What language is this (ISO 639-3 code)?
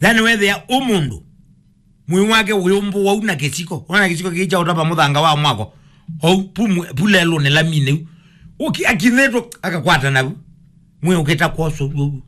kam